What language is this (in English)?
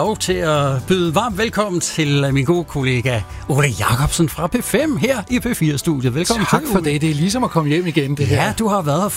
Danish